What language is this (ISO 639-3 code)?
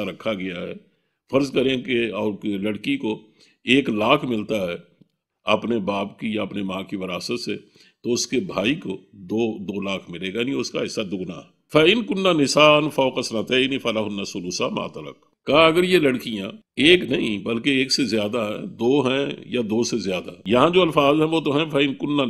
urd